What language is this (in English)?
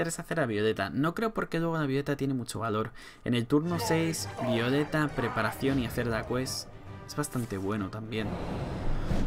Spanish